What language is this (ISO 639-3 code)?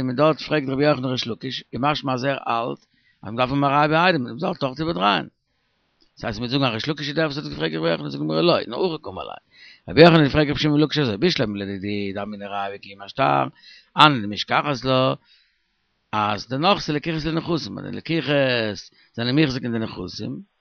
yid